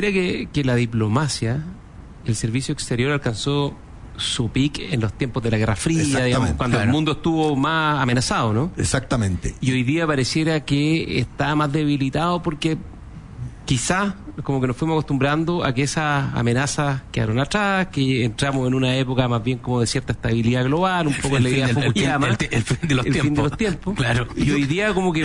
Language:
Spanish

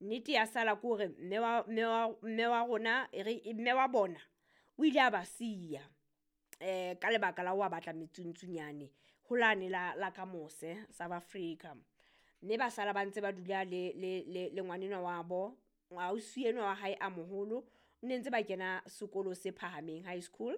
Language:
Southern Sotho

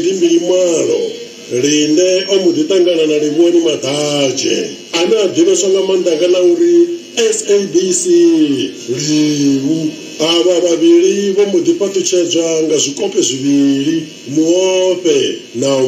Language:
Venda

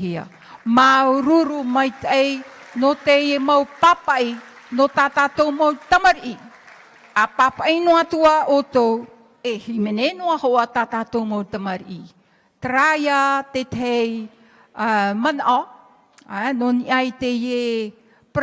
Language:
Tahitian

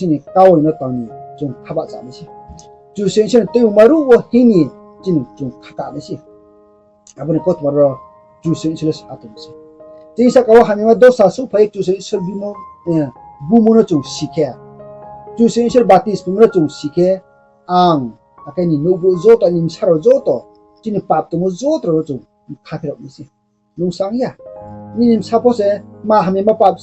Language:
Riang (India)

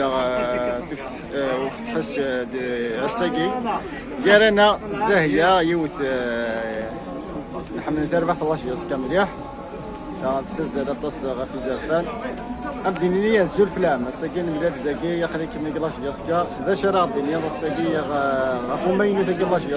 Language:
Kabyle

